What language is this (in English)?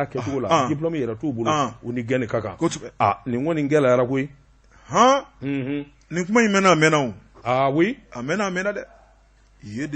Bambara